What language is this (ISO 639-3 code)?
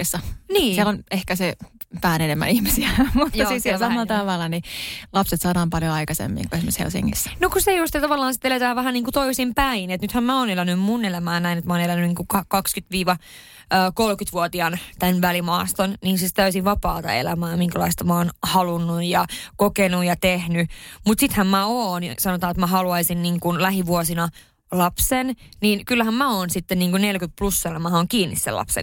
fin